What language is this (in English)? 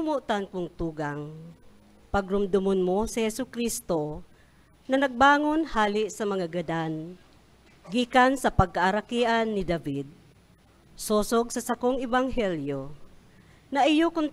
Bikol